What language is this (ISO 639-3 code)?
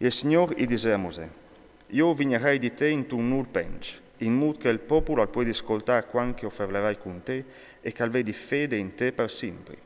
fur